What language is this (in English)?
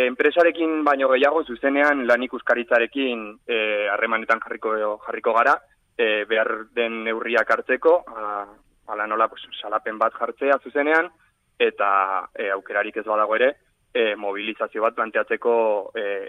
Basque